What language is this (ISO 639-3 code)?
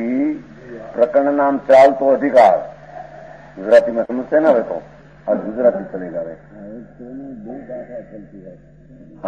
guj